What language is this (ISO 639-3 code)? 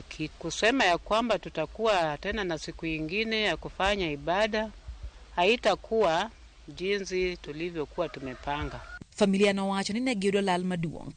luo